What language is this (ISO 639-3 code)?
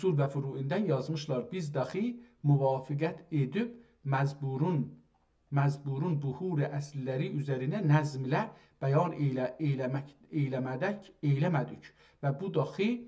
azb